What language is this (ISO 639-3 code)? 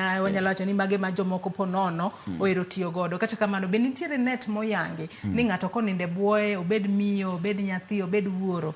luo